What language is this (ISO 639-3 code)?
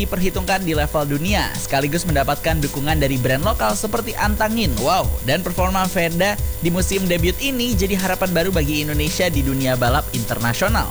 ind